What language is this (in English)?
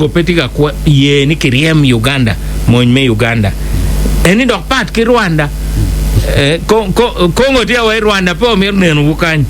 Acoli